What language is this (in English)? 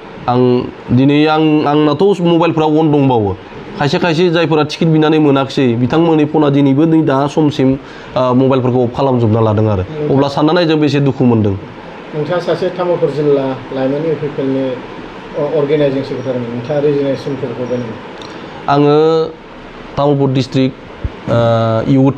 Bodo